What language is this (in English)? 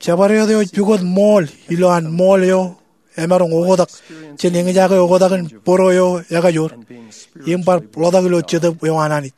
Marshallese